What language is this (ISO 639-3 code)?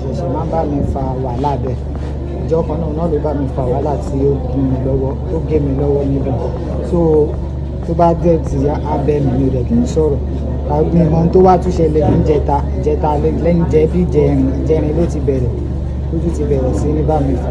yor